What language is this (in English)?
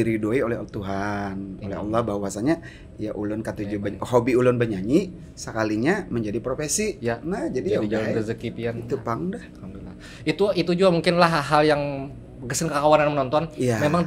Banjar